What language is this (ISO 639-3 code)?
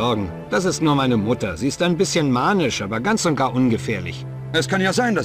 bar